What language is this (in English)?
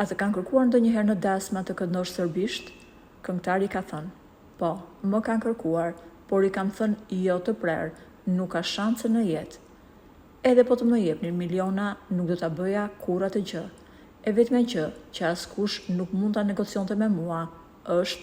Albanian